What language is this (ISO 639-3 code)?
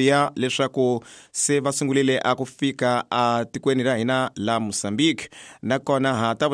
tso